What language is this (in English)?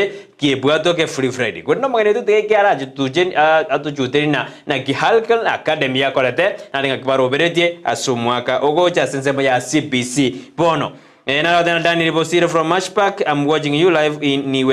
Gusii